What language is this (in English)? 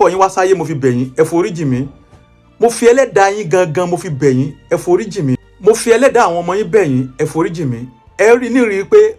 Yoruba